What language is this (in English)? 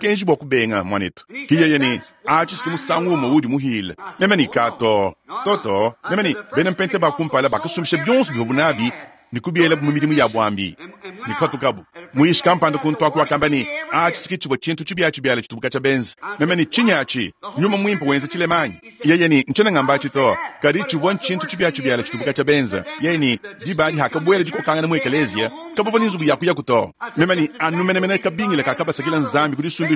Luba-Lulua